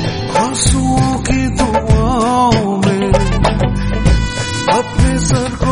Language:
Hindi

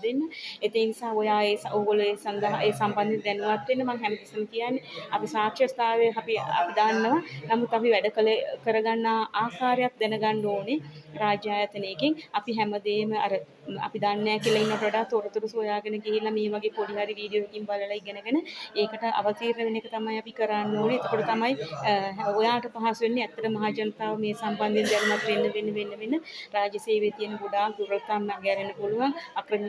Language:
Sinhala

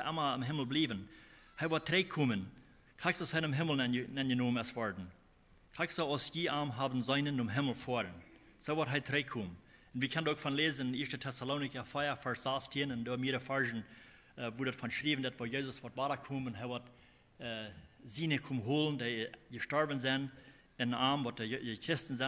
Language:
Plautdietsch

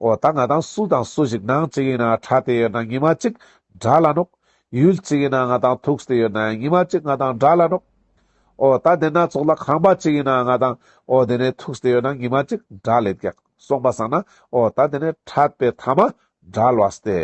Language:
Ladakhi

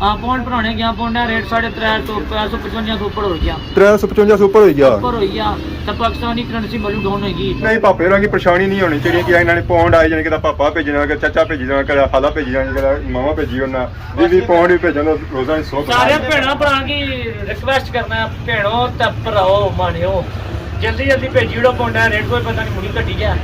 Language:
Pahari-Potwari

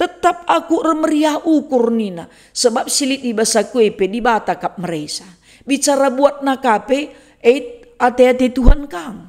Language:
Batak Karo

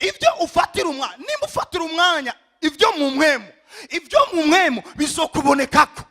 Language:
Rundi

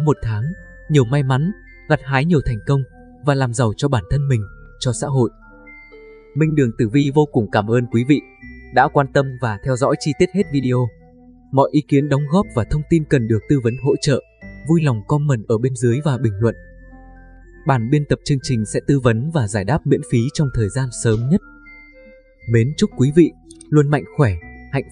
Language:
Vietnamese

